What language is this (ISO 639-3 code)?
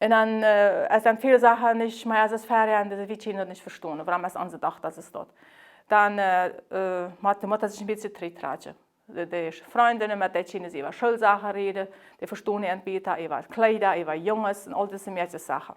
pdt